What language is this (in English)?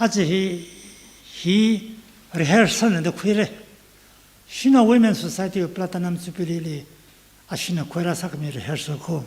Tangkhul Naga (India)